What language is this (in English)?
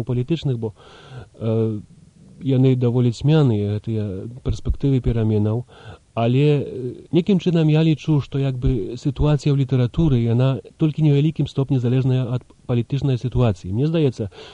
Belarusian